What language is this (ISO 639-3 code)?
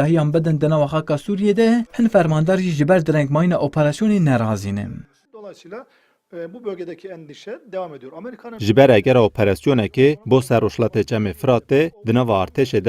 kur